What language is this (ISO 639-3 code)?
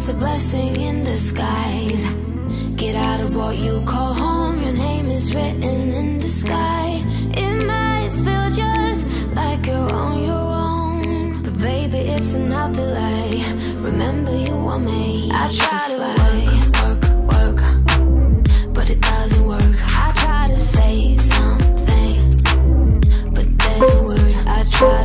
eng